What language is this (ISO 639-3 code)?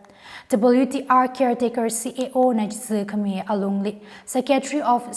nmf